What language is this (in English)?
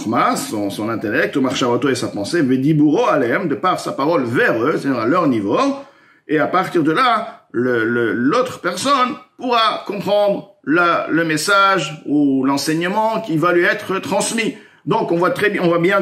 French